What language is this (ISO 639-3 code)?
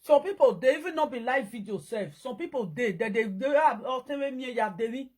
pcm